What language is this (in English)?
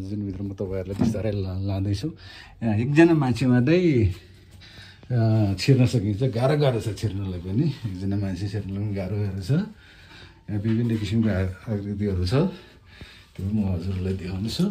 Nepali